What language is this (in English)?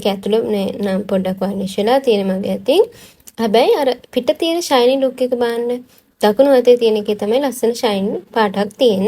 Sinhala